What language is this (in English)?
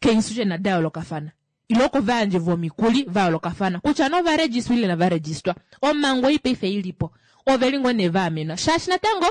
Kuanyama